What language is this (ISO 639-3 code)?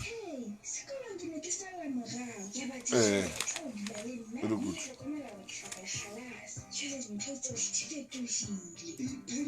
sot